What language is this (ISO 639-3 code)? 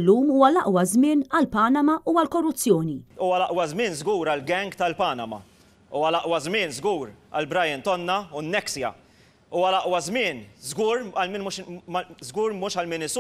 mlt